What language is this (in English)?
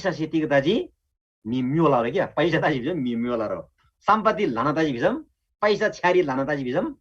Eastern Tamang